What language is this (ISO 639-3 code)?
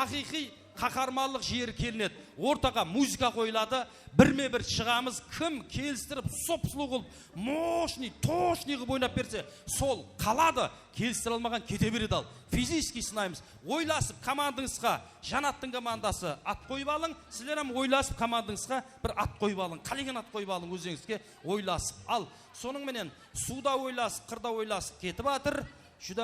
kaa